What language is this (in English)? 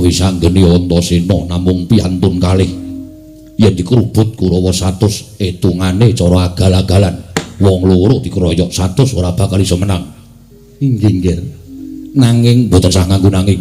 Javanese